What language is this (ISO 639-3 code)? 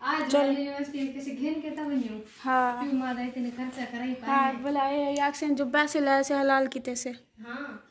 skr